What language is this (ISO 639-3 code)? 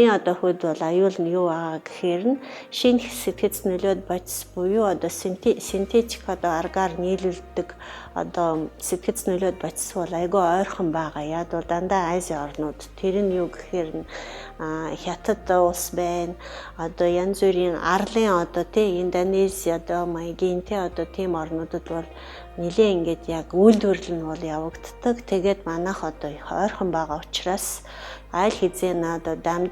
mon